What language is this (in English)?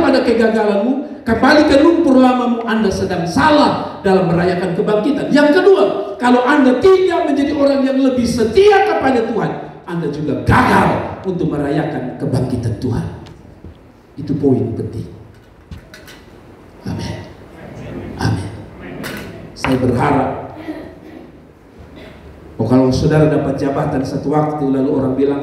Indonesian